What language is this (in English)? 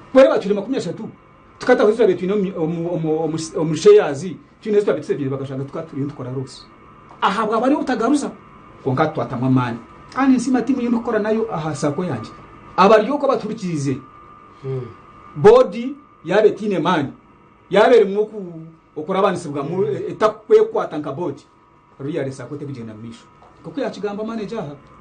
Nyankole